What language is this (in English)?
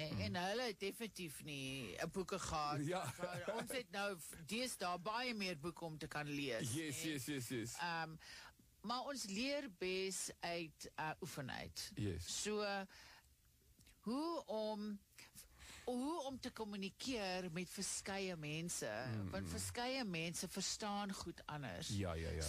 Afrikaans